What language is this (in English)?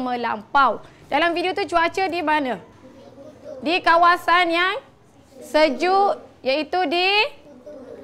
Malay